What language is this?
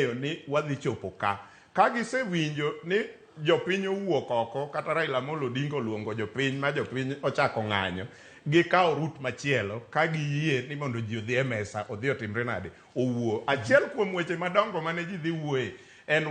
Luo (Kenya and Tanzania)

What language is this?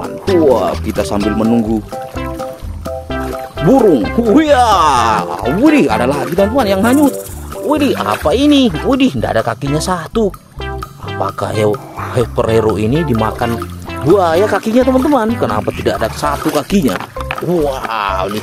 Indonesian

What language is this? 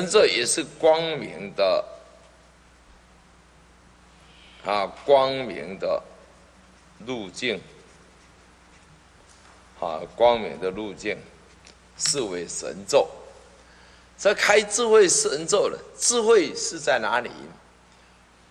Chinese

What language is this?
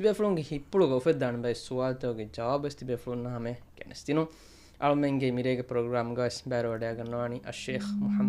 Divehi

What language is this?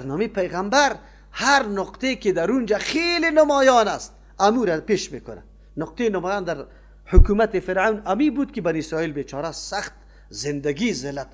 Persian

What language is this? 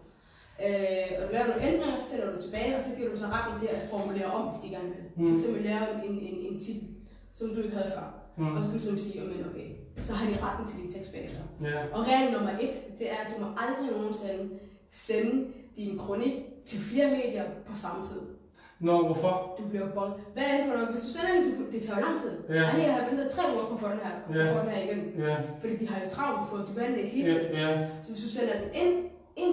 Danish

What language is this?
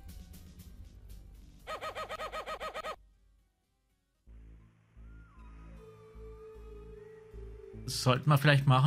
German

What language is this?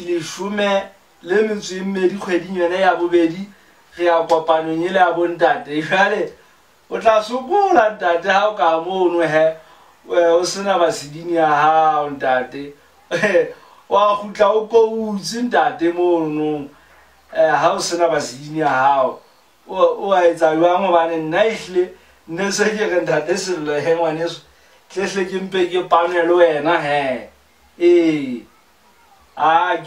Southern Sotho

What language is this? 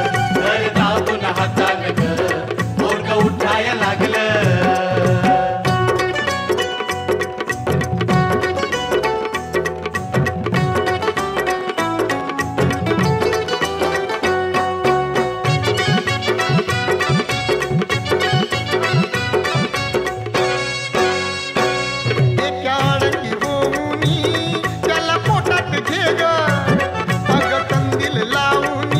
Marathi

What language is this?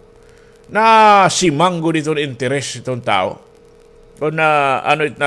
Waray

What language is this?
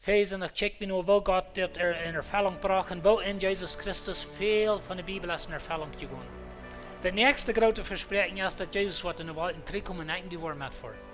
Plautdietsch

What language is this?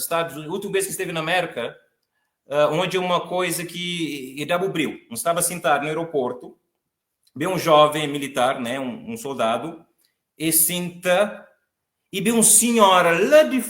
Kabuverdianu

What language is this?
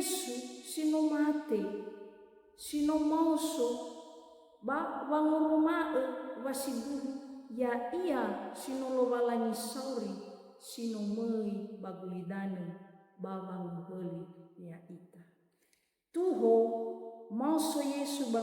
Nias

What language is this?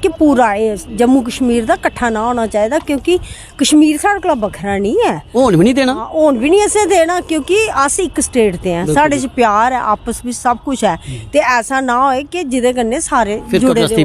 Dogri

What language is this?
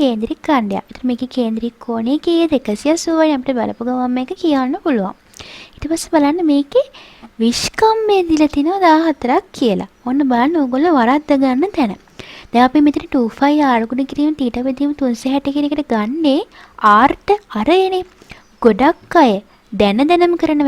Sinhala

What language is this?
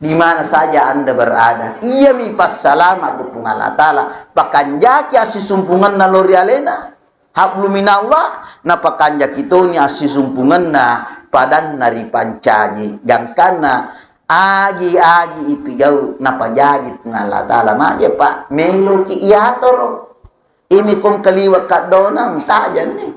Buginese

